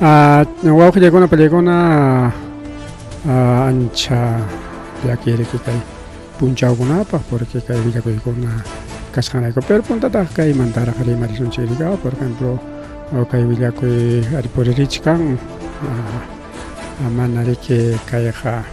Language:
Ayacucho Quechua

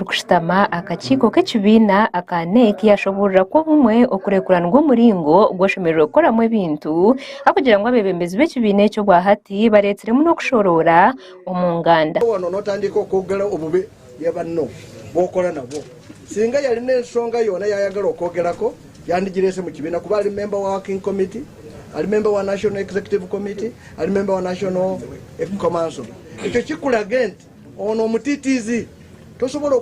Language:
Nyankole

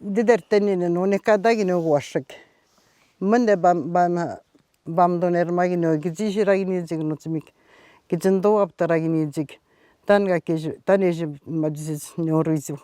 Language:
Atikamekw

